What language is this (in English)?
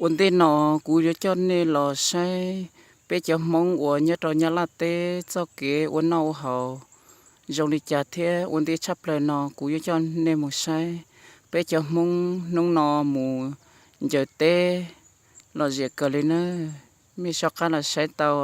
Hmong